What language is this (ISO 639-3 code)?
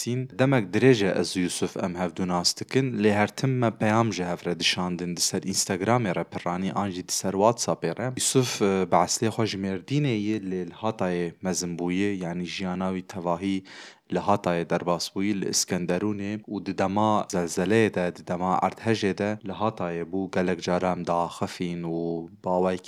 kur